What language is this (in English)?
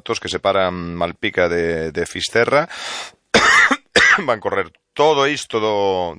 Galician